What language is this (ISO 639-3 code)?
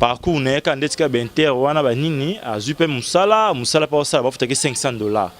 lin